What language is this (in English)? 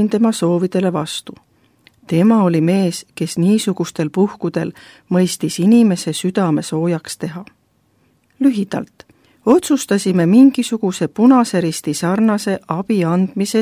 Estonian